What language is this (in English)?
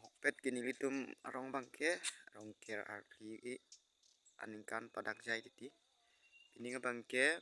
Karbi